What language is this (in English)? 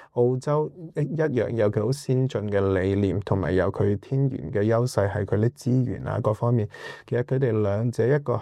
Cantonese